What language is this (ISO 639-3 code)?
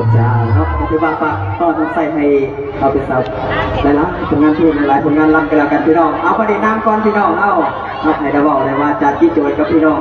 lao